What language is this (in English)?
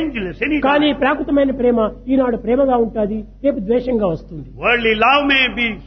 Telugu